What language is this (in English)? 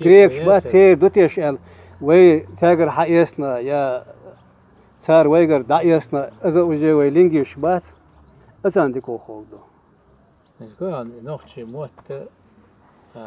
Chechen